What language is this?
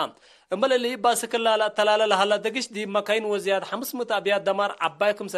Tigre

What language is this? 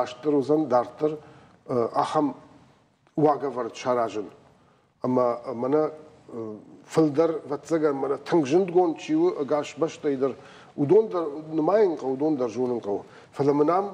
Ossetic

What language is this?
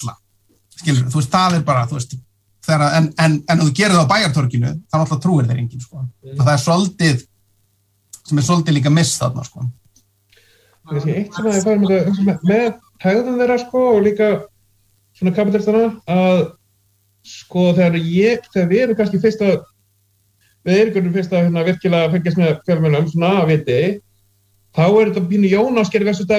Icelandic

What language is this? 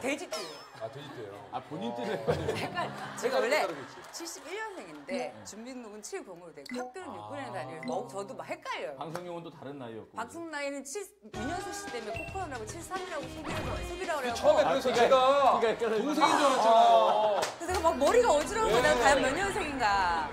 Korean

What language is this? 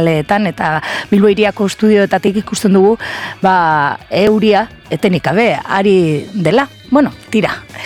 Basque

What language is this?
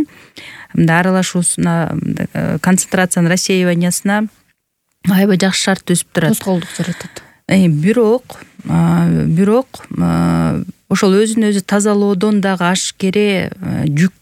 Kyrgyz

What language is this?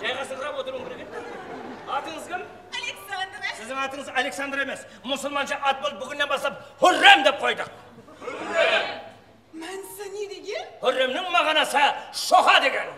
Kara-Kalpak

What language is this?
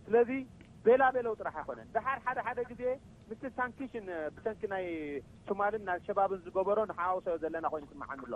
Tigrinya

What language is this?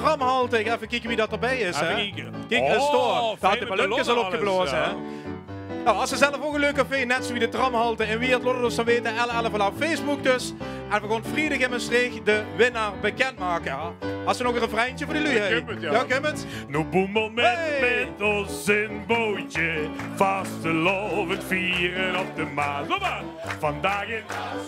Limburgish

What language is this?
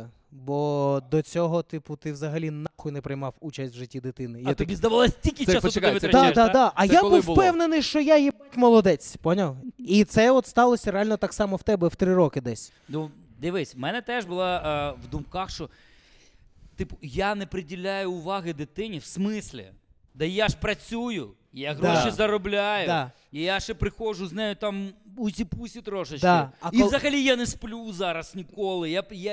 Ukrainian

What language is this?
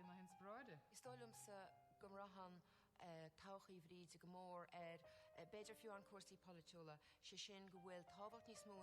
Irish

